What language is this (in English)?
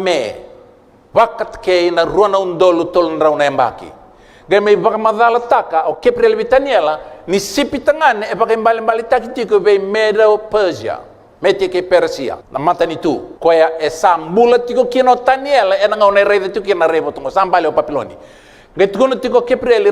Fijian